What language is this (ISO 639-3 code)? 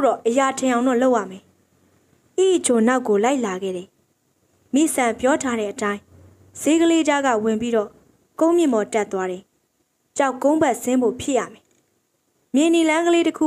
mya